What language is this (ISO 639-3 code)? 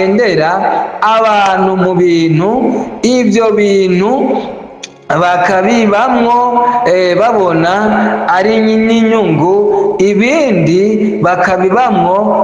run